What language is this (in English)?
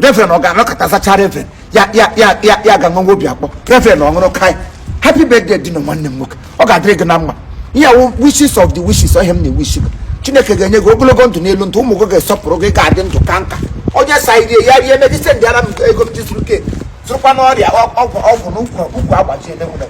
Igbo